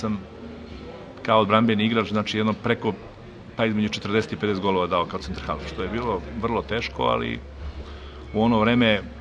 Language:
Serbian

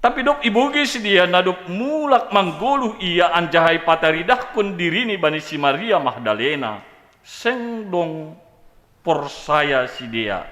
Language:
Batak Simalungun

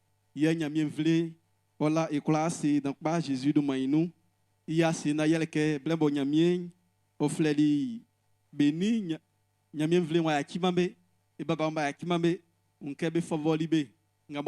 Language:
Baoulé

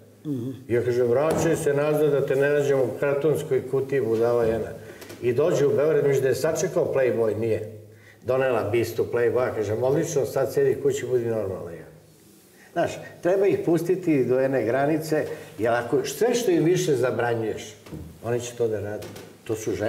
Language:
Serbian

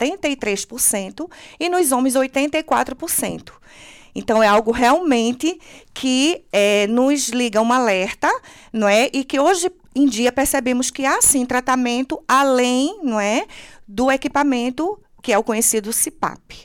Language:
Portuguese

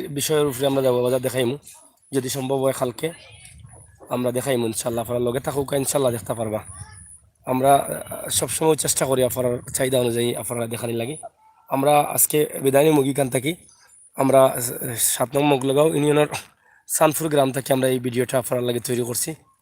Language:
Sylheti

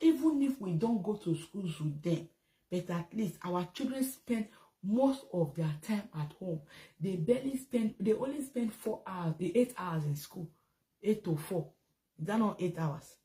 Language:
Nigerian Pidgin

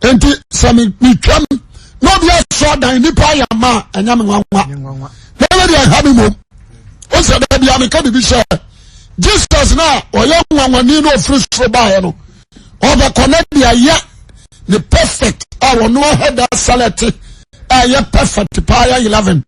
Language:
Akan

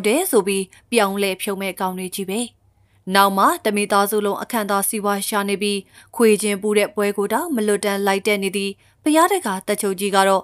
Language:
Burmese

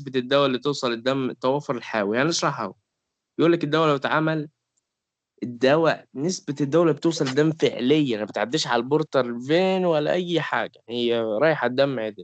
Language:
Egyptian Arabic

